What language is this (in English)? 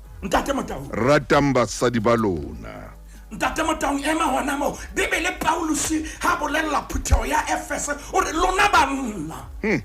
Southern Sotho